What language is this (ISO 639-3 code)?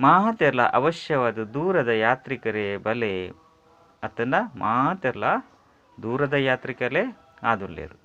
tcy